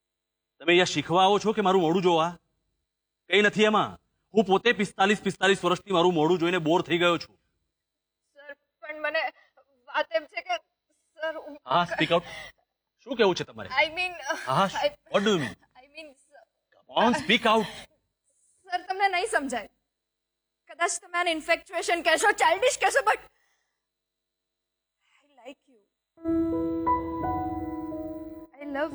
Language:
Gujarati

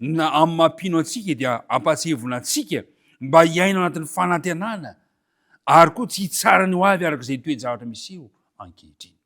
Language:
Malagasy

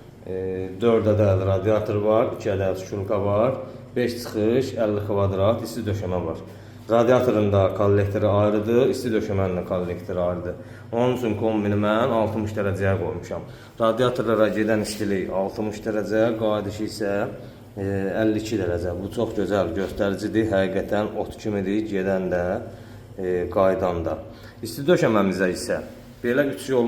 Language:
Azerbaijani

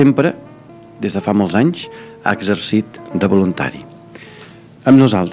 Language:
Catalan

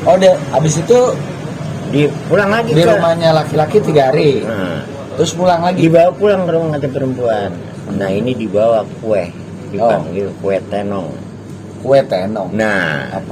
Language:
Betawi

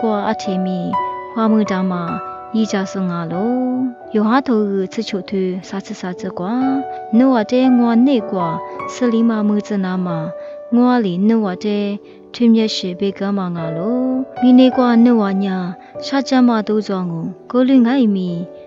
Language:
Lisu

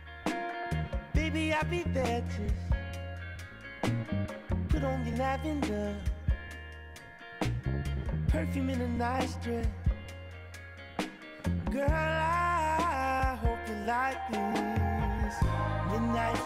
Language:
English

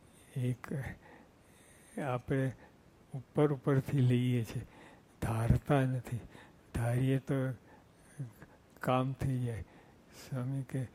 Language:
Gujarati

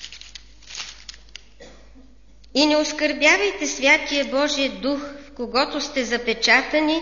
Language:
Bulgarian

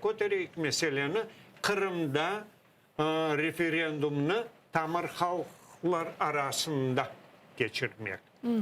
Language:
Crimean Tatar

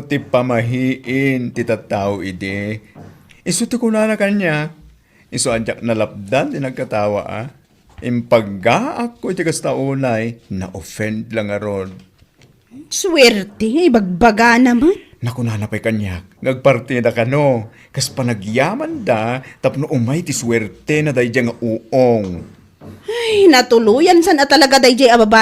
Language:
Iloko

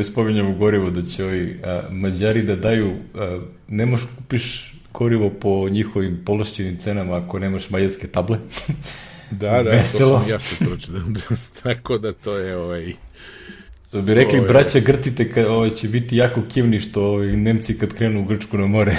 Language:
Serbian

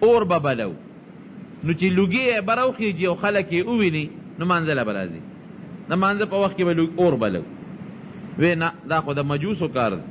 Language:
Pashto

